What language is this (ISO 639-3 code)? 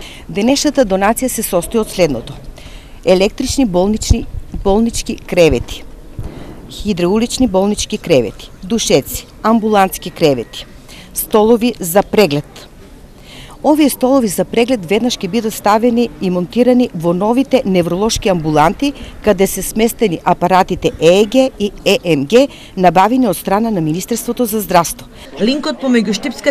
mkd